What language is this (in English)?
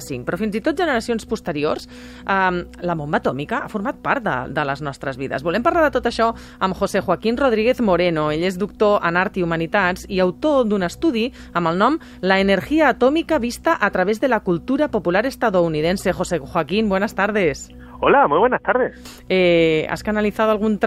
Catalan